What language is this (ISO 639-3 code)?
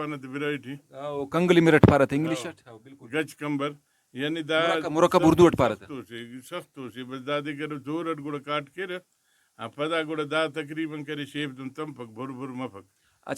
brh